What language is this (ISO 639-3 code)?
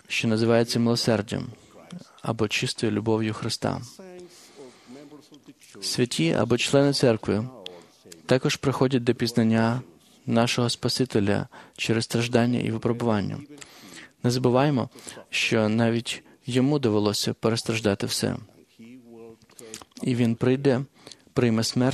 ukr